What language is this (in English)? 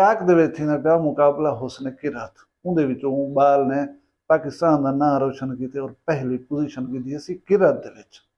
Saraiki